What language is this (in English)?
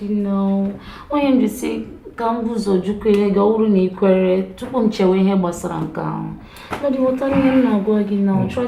Igbo